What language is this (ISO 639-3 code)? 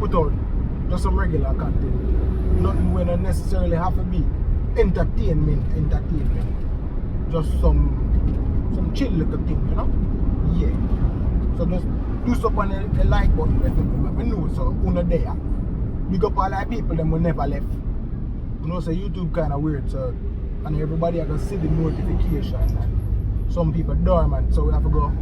jam